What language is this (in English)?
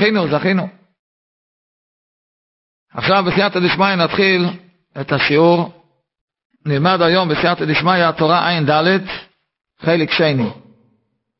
Hebrew